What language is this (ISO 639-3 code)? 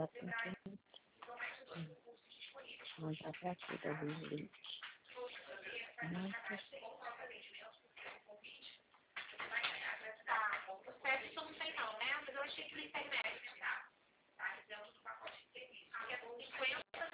por